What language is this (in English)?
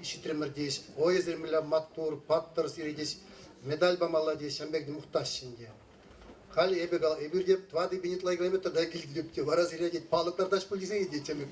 Chuvash